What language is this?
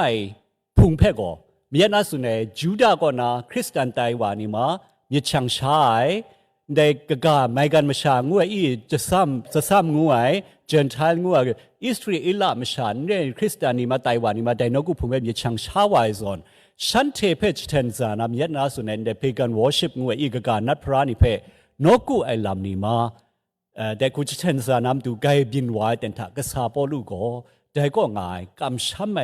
Kachin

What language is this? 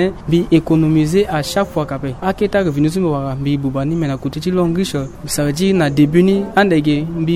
Sango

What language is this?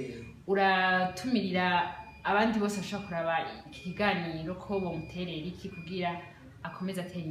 Rundi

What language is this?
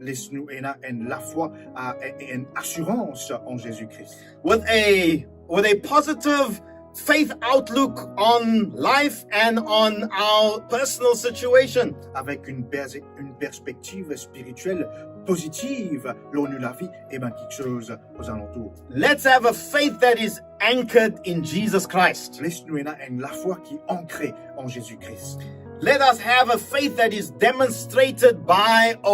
Morisyen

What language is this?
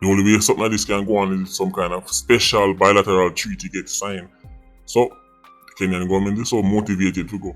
Jamaican Creole English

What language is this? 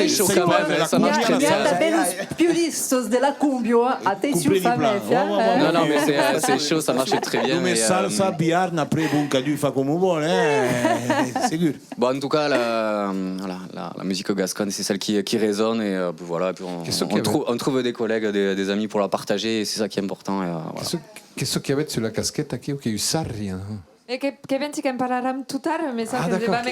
Occitan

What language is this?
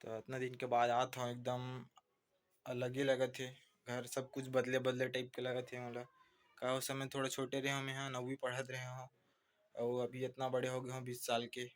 Chhattisgarhi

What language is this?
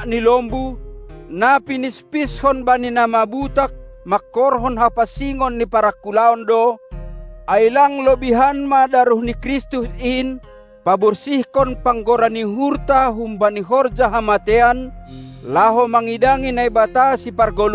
Batak Simalungun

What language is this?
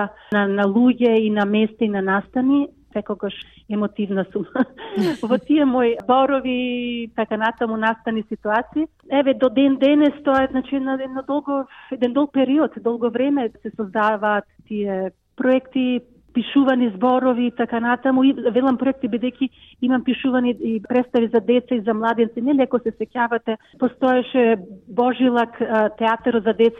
Macedonian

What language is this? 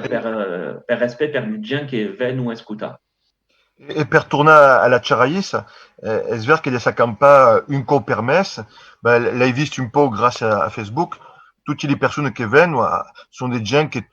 Occitan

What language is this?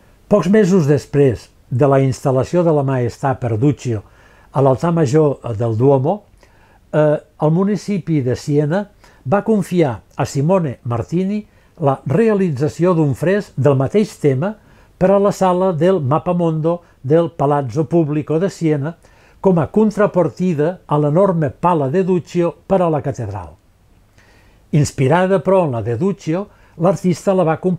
Catalan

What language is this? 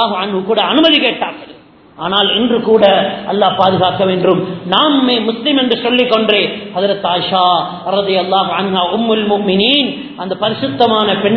Tamil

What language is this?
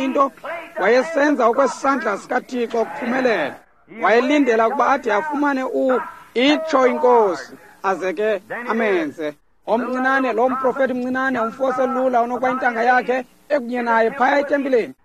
Xhosa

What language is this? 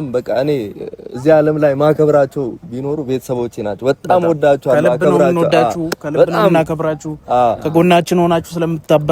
Amharic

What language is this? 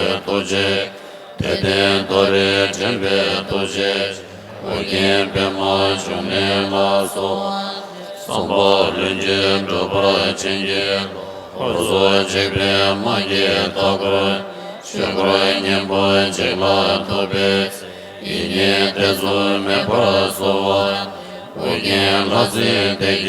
Tibetan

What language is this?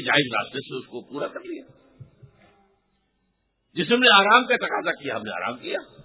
Urdu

